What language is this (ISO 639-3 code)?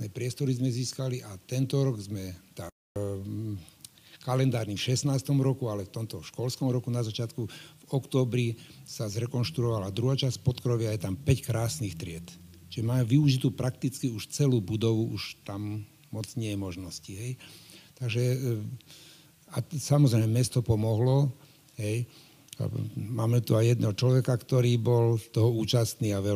slk